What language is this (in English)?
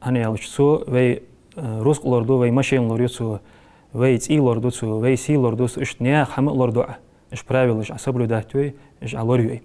Ingush